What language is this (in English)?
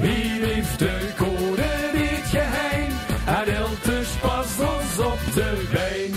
Limburgish